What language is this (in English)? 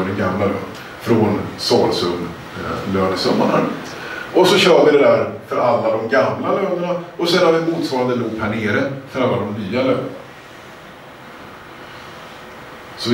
Swedish